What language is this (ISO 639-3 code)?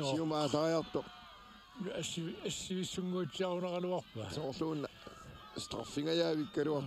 kal